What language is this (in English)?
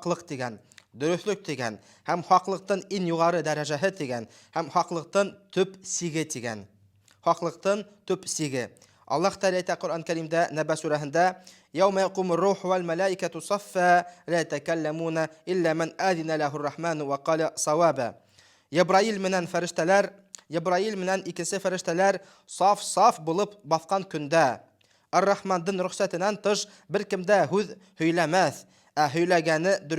Bashkir